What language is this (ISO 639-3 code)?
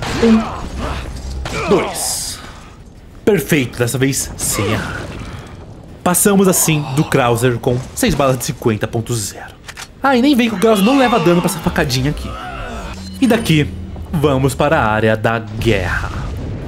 por